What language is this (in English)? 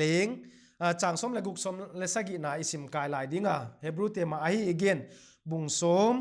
Paite Chin